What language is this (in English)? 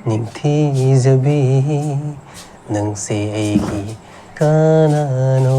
Manipuri